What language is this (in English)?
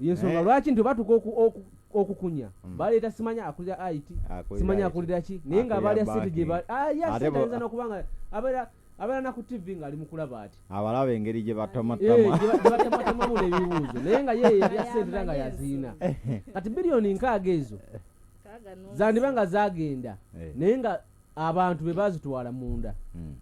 Ganda